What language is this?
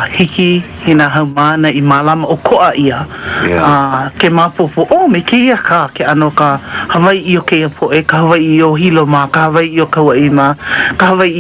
Hawaiian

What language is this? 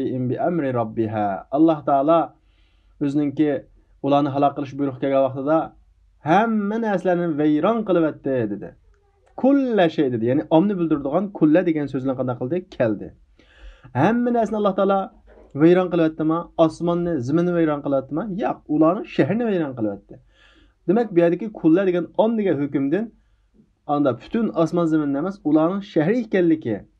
Uyghur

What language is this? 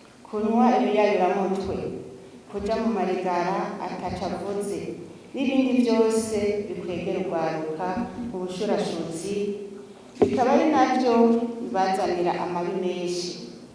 Rundi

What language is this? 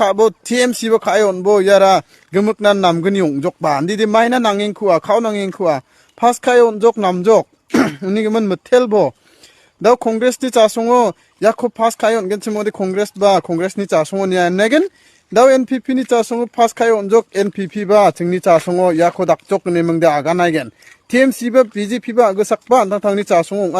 Garo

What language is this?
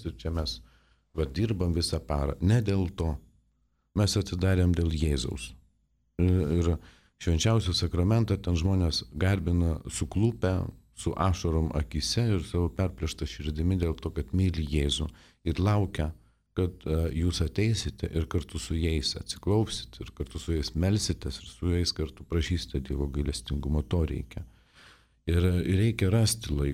Lithuanian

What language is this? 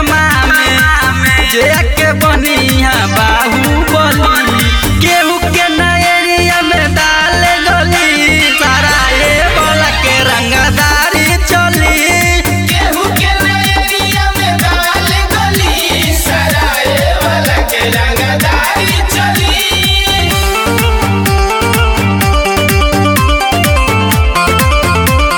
Bhojpuri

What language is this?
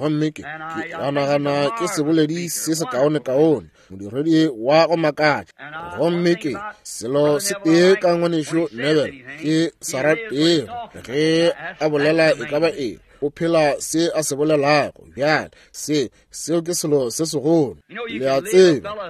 Northern Sotho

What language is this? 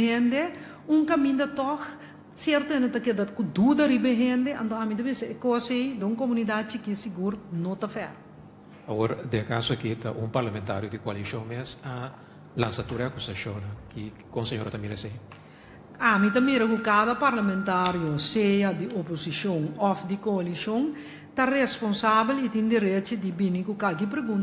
Papiamento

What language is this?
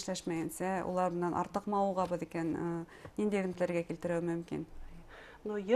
Bashkir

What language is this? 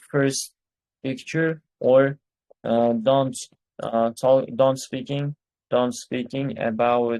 Uzbek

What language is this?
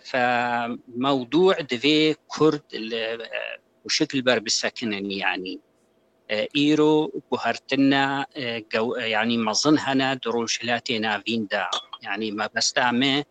Kurdish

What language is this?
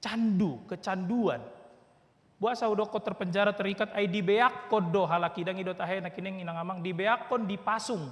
Batak Toba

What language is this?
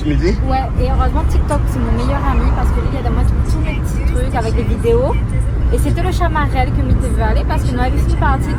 Réunion Creole French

